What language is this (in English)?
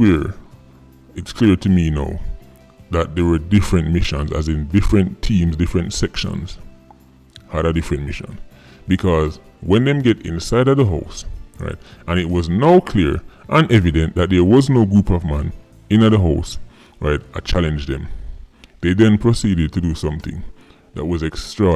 Jamaican Creole English